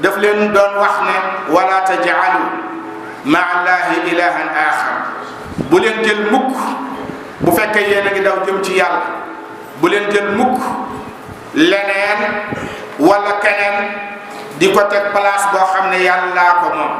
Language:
Wolof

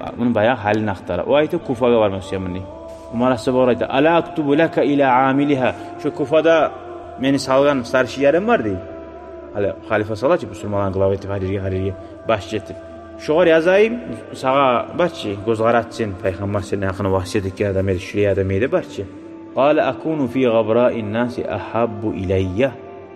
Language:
Kumyk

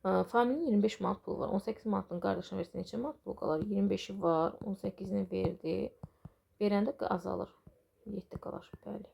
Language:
Azerbaijani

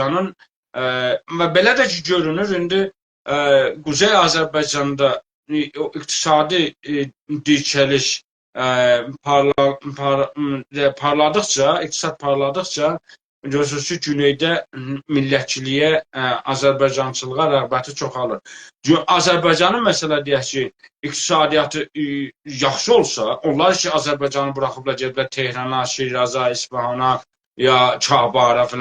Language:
South Azerbaijani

